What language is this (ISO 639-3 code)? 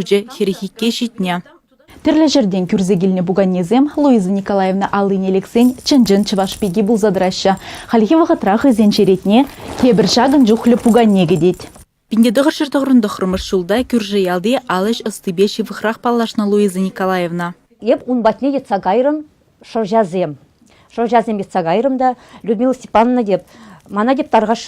chv